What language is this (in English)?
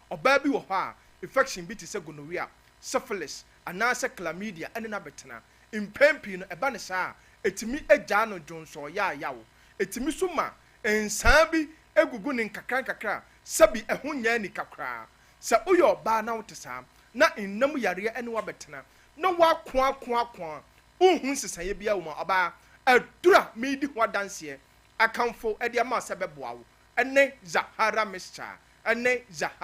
Akan